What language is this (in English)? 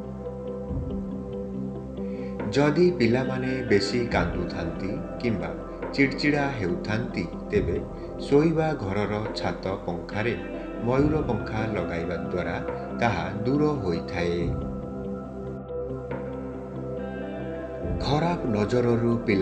Odia